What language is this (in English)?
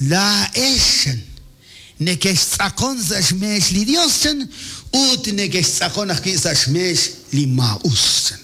Kekchí